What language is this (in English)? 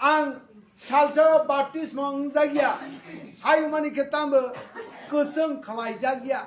Kok Borok